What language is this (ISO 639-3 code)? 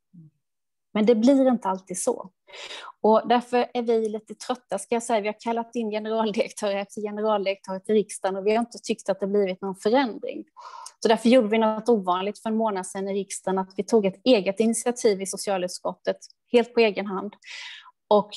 swe